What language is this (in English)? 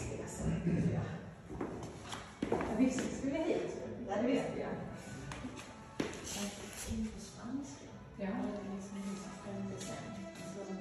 Swedish